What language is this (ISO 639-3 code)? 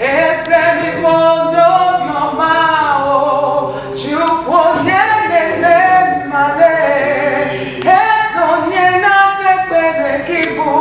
ibo